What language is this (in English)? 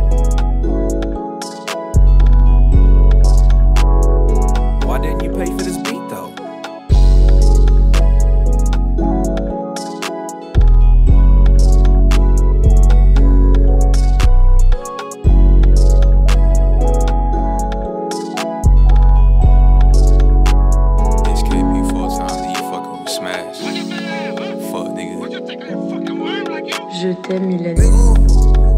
English